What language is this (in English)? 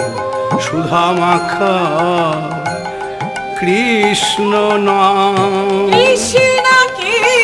Bangla